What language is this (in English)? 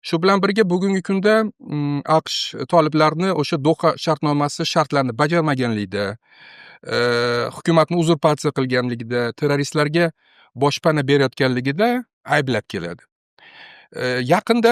Uzbek